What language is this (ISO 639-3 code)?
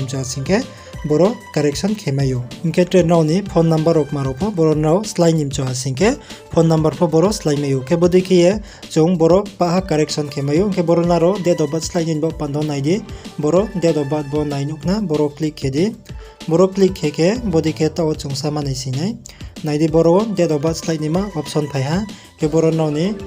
ria